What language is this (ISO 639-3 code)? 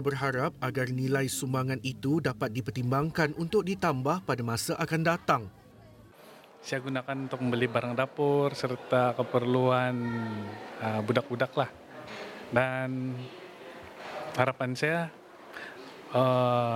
msa